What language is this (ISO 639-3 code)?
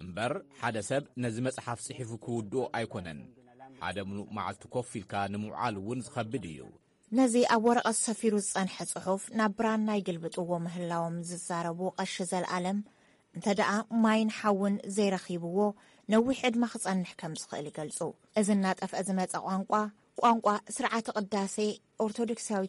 tir